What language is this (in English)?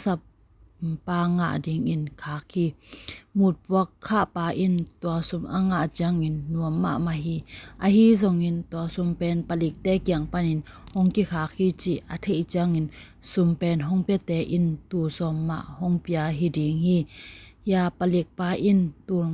Tedim Chin